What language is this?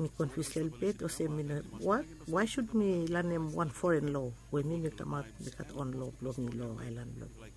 Bislama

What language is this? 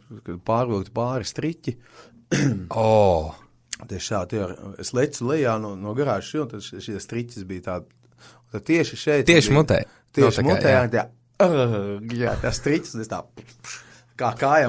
Latvian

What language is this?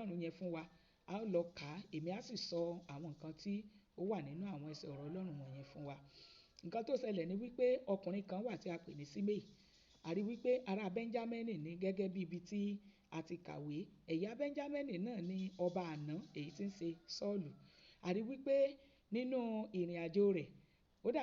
Yoruba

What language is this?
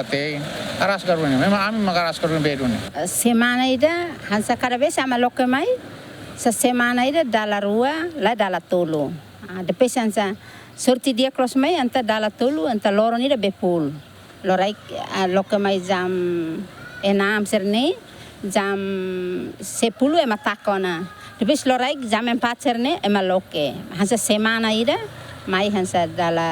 Tetum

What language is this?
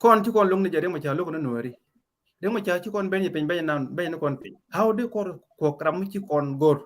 Nuer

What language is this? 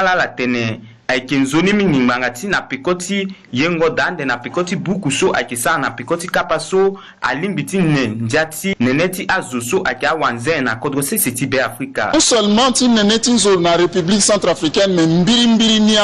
Sango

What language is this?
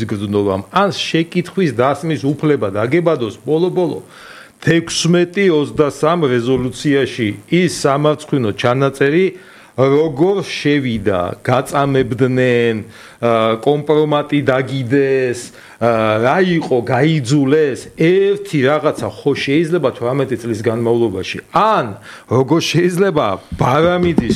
Georgian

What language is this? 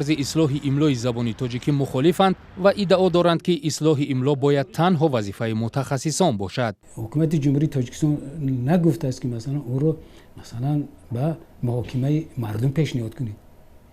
Tajik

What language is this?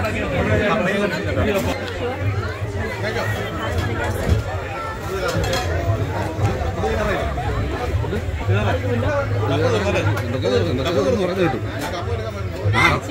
Malayalam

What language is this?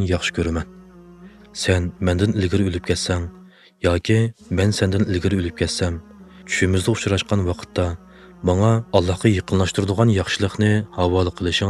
Uyghur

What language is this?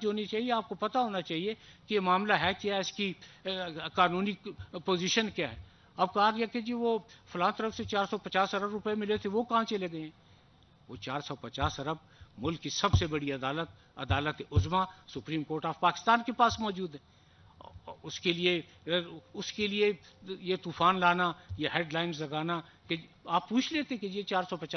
Urdu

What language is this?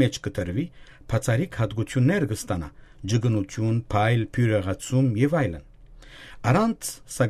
Armenian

